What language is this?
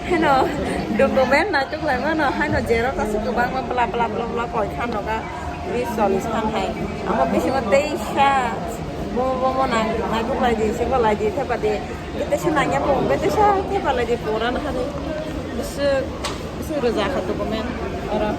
Kok Borok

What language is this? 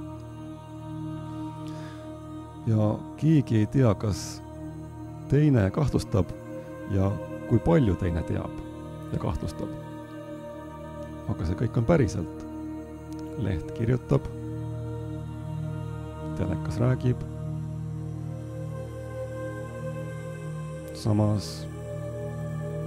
Estonian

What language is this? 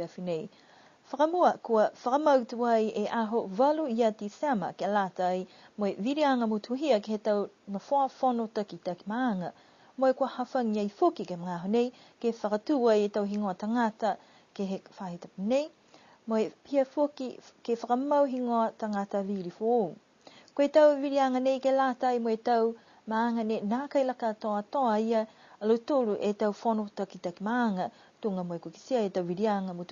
Niuean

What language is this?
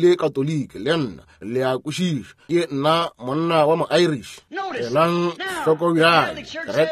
Northern Sotho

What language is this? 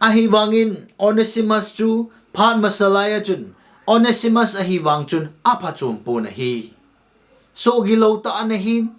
Thado Chin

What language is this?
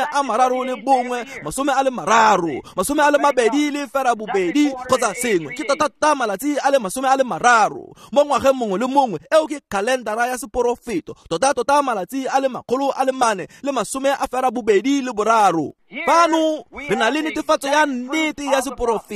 Tswana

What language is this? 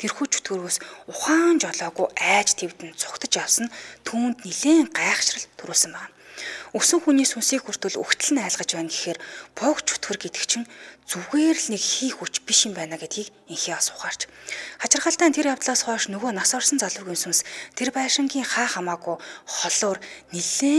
Mongolian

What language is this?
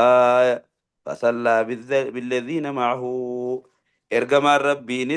Oromo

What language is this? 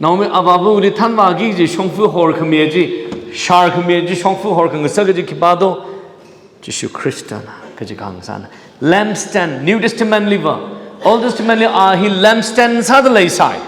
Tangkhul Naga (India)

